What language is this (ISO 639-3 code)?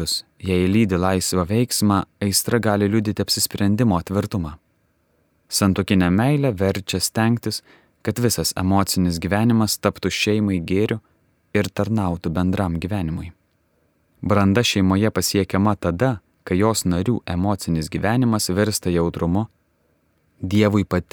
lit